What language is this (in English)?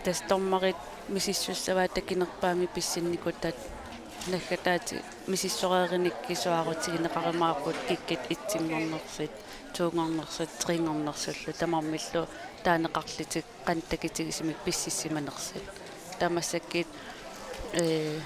Kalaallisut